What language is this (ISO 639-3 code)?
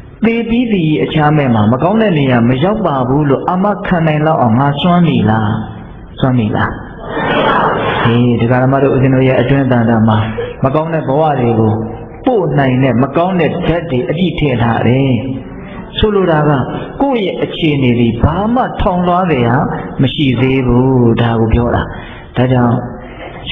mya